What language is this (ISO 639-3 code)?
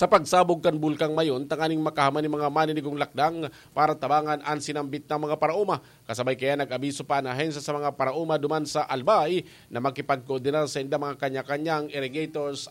bik